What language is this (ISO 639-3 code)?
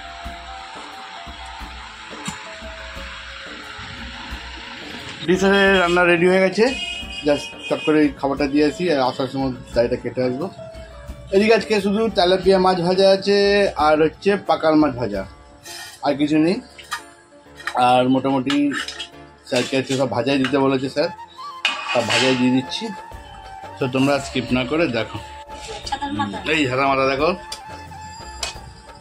ben